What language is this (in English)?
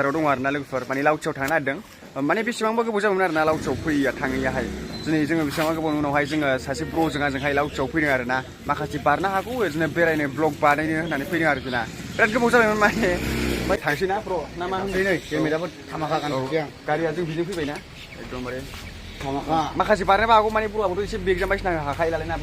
Bodo